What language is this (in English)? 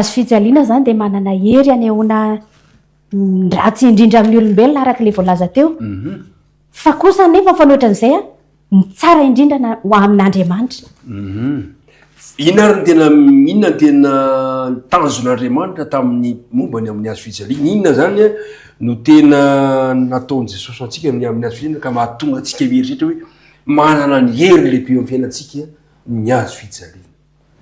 Malagasy